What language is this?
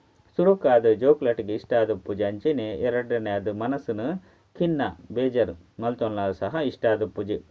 Tulu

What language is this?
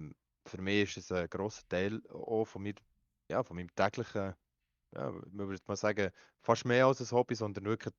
Swiss German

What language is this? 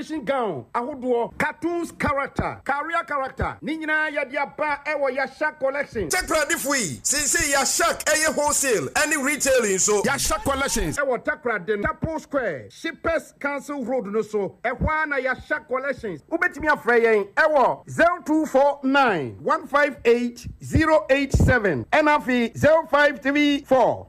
Akan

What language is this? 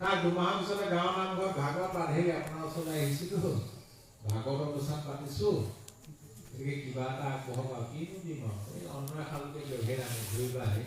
Assamese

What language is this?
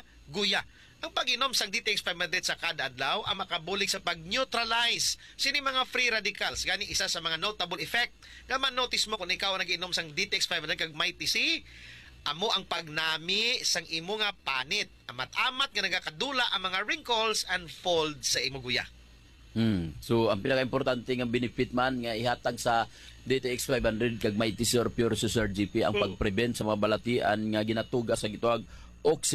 Hiligaynon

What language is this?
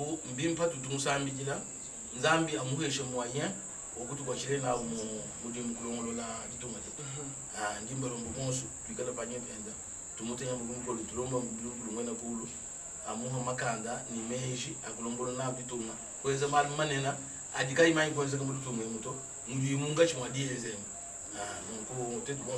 Luba-Lulua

